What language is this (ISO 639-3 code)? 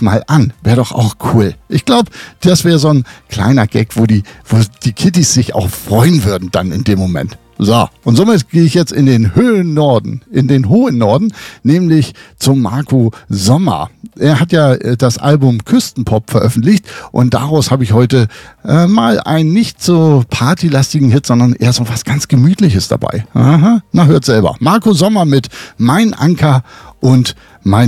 deu